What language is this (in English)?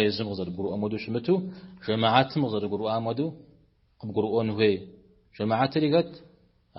Kabardian